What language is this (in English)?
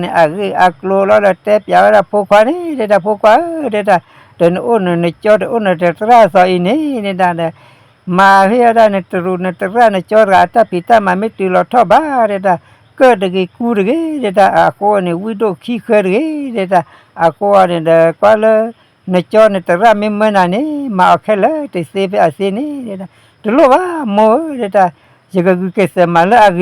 S'gaw Karen